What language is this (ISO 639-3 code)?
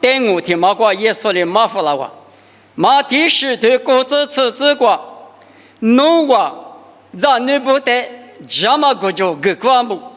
lis